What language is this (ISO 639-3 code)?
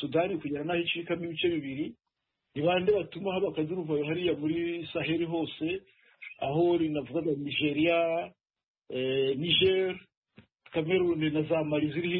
kin